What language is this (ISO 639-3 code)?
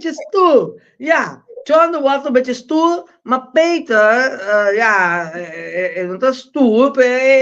pap